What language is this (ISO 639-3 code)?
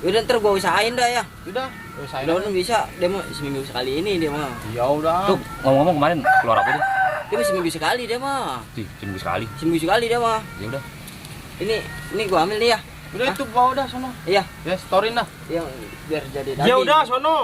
bew